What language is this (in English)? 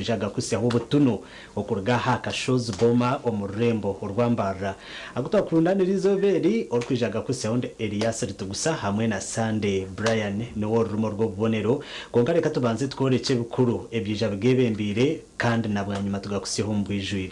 Nyankole